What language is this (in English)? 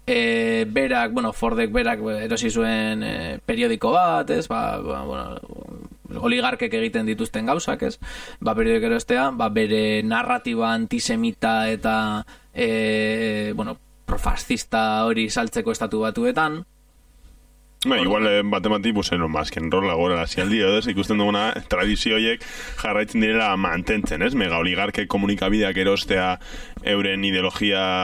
Basque